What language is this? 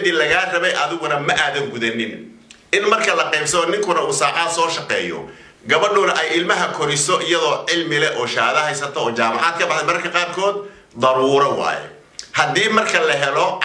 Somali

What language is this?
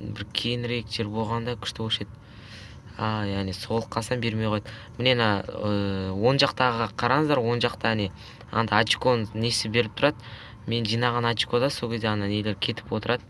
Kazakh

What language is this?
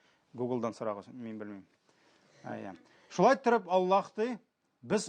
Tatar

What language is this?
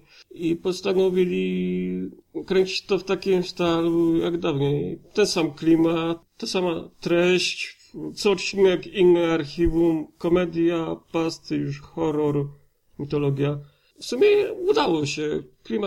Polish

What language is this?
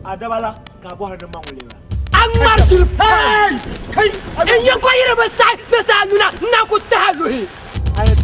Dagbani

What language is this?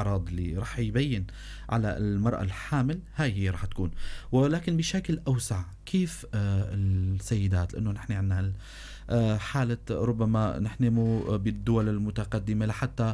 North Levantine Arabic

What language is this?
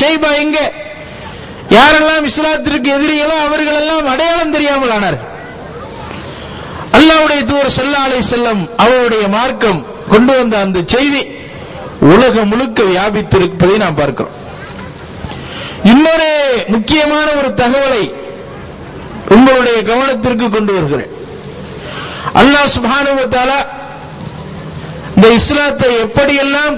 Tamil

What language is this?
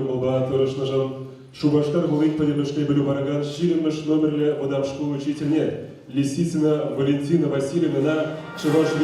Chuvash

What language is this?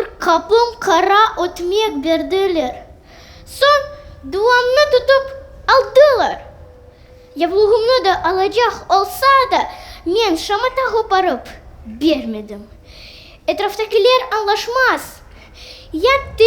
Crimean Tatar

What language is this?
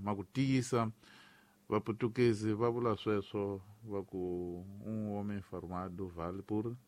Tsonga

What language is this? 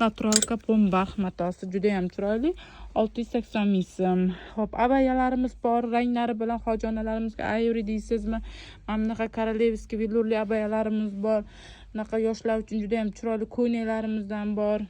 Uzbek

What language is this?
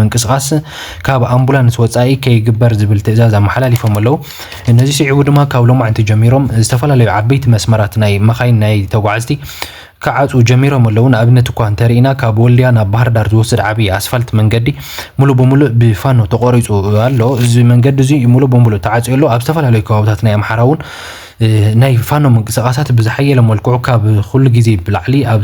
Tigrinya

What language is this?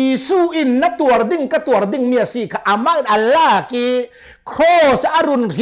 Hakha Chin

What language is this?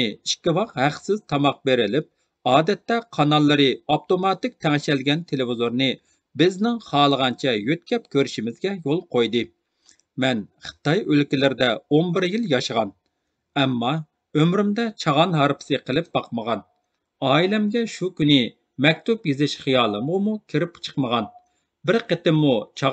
Uyghur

